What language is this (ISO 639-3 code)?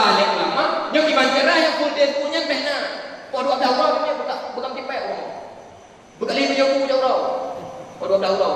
ace